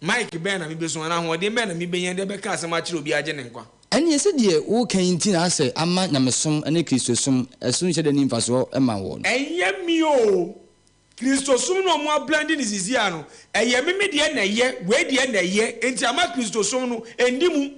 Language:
Akan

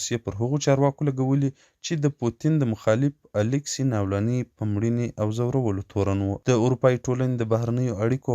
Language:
Pashto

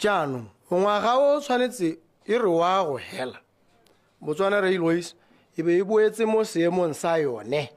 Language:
Tswana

